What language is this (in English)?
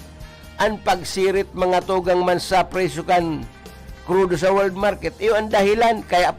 Bikol